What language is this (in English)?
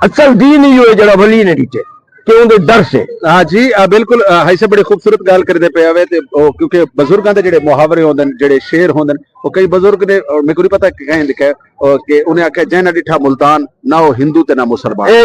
Saraiki